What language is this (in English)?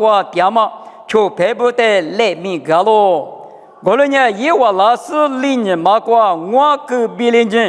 Lisu